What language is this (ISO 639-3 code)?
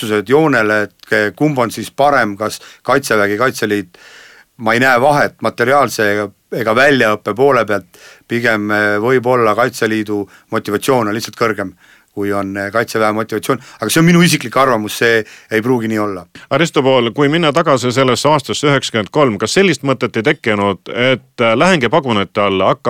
est